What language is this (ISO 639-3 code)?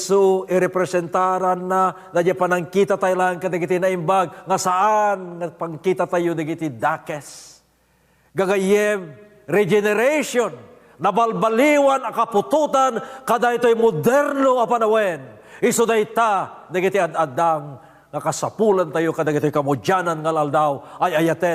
ilo